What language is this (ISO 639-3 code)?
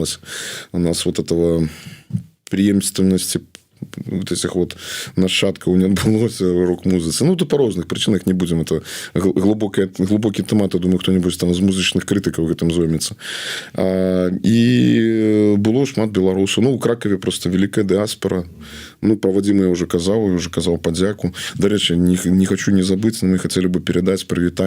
bel